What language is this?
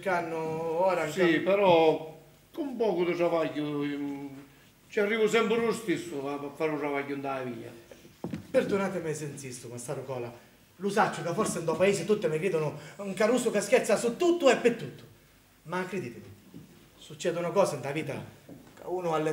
Sicilian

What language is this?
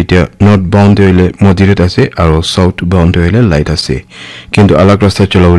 Naga Pidgin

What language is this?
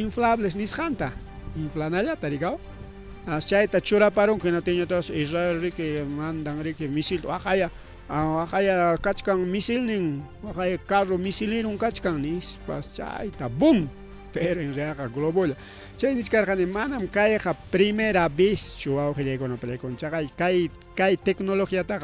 Ayacucho Quechua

